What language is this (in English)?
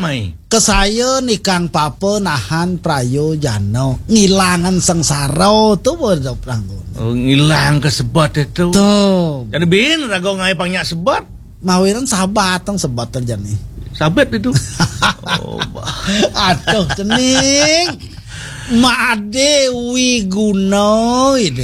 Balinese